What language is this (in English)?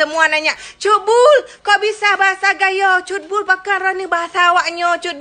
Achinese